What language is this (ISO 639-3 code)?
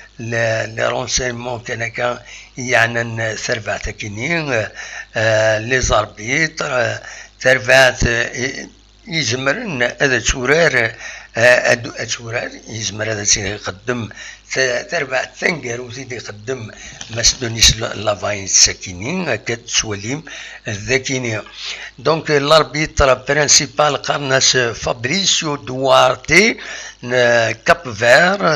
kab